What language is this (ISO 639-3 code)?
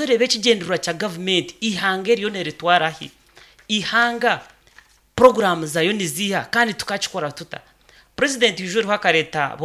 nyn